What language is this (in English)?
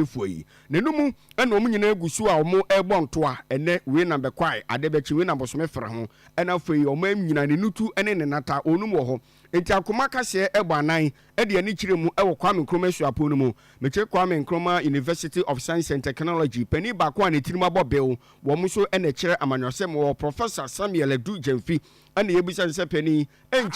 Akan